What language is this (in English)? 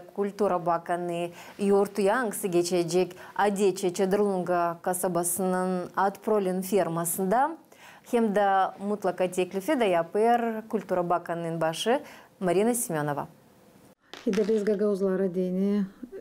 Gagauz